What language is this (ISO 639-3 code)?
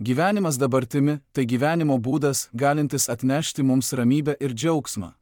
lit